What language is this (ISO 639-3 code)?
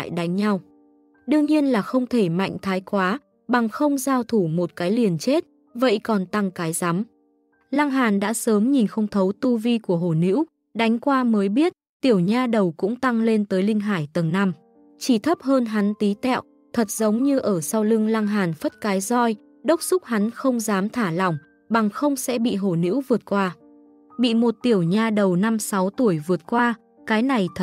vie